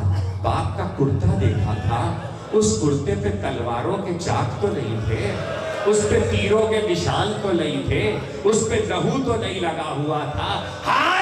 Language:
Urdu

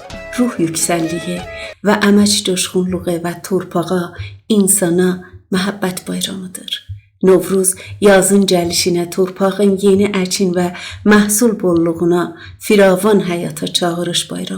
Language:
South Azerbaijani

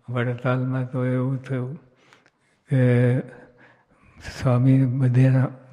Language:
Gujarati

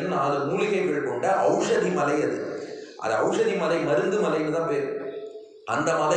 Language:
Tamil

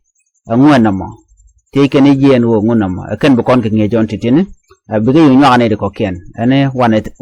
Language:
Nuer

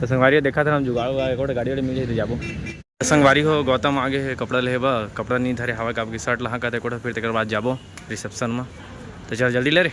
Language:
Chhattisgarhi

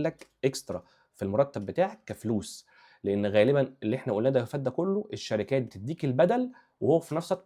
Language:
Egyptian Arabic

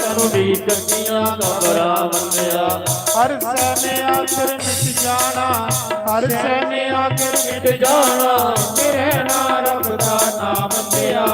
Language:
Dogri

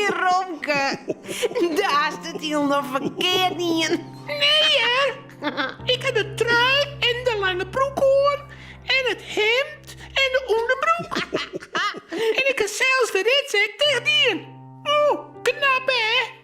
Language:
Western Frisian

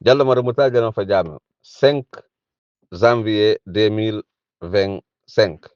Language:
Fula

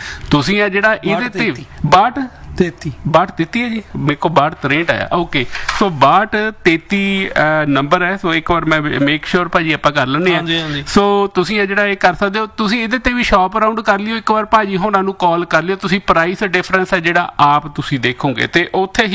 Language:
Punjabi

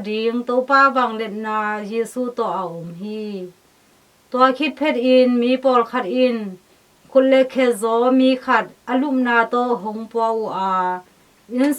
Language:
Tedim Chin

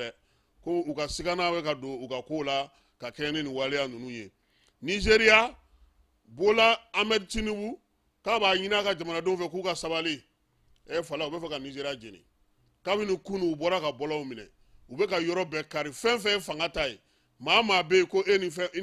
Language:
Bambara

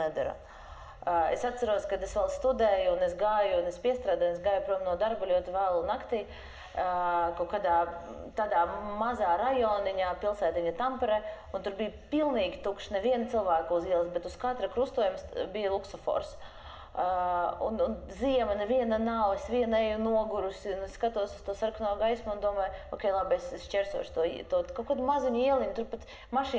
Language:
Latvian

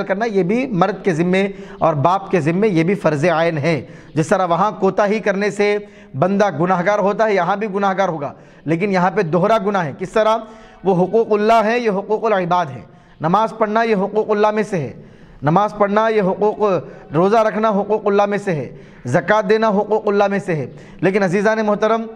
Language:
Urdu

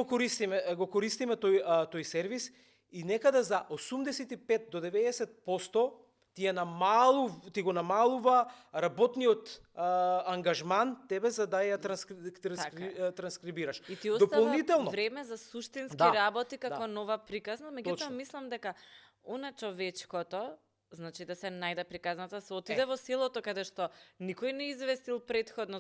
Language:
Macedonian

